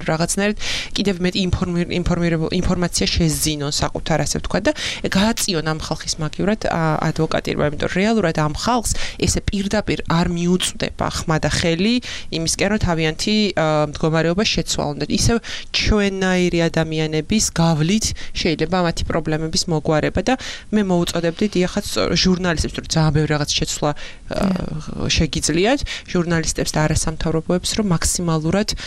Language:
Georgian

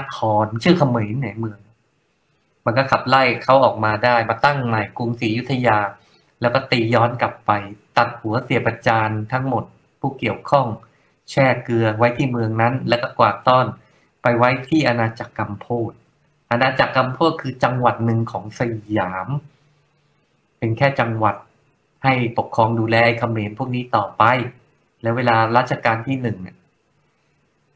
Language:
Thai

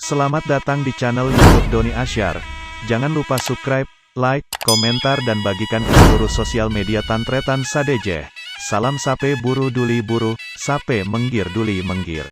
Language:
Madurese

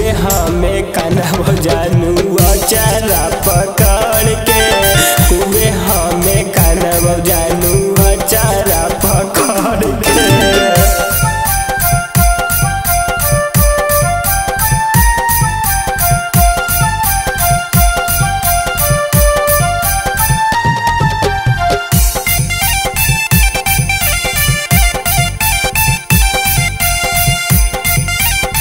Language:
Bhojpuri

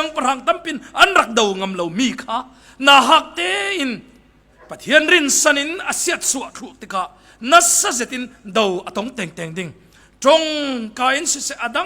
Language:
Falam Chin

